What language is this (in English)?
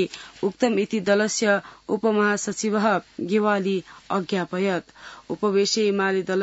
Sanskrit